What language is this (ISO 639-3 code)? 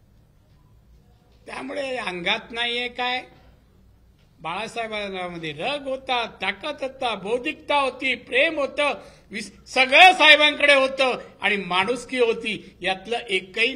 mar